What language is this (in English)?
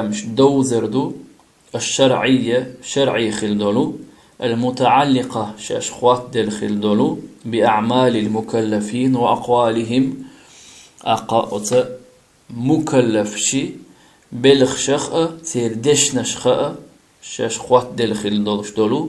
Chechen